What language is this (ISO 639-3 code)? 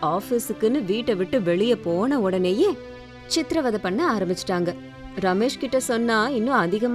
tam